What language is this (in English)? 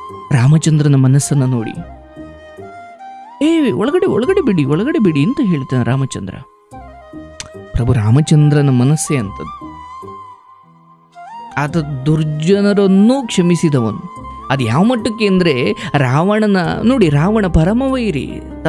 Kannada